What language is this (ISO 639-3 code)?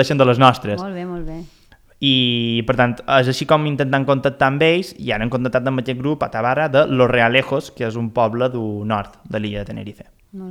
cat